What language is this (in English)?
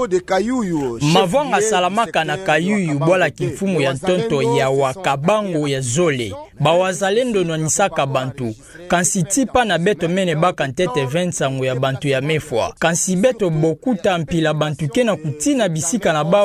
Kituba (Democratic Republic of Congo)